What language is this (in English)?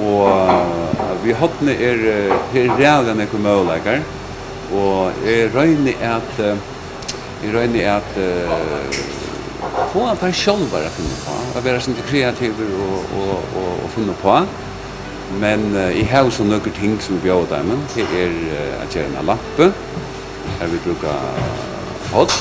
Faroese